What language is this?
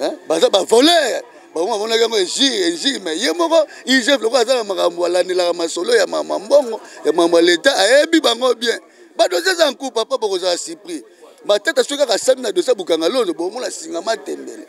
Lingala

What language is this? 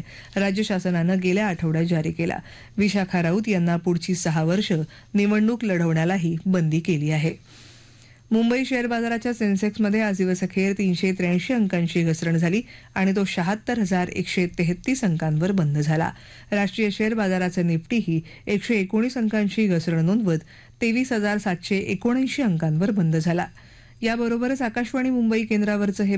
Marathi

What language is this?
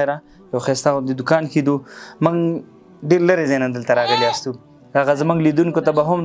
Pashto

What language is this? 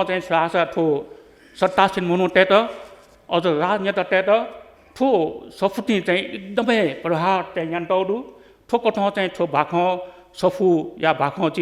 Newari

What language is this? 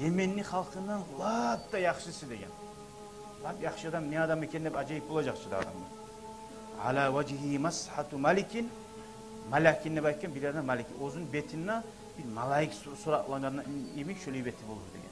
Kumyk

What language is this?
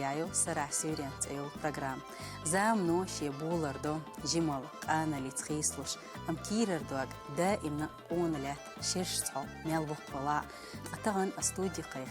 Chechen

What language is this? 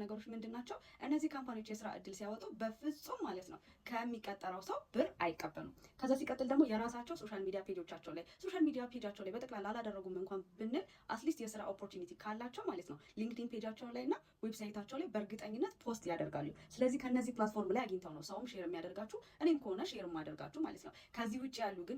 Amharic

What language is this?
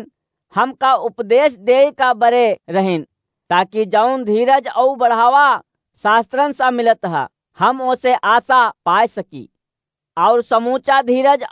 Awadhi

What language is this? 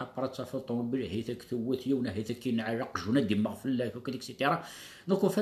Kabyle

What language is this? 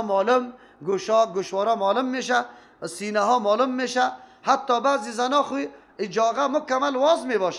Persian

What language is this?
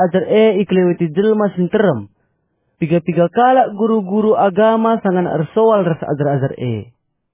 Batak Karo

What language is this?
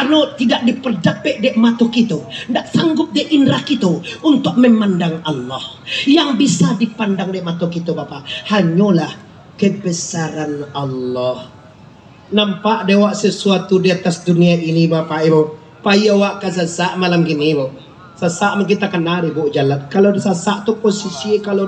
Minangkabau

